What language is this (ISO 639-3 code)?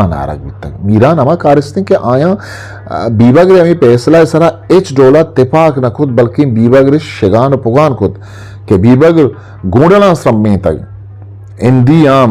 bgp